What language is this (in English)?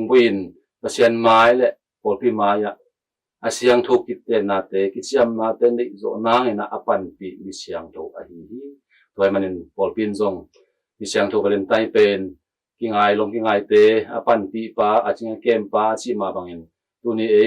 Tedim Chin